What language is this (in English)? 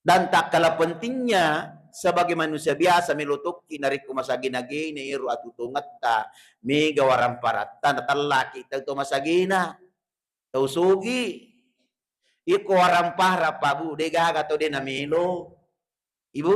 Buginese